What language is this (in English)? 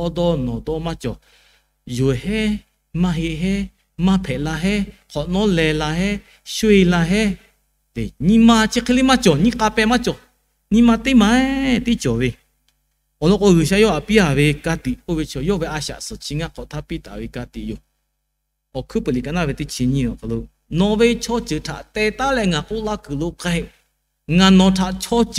Lahu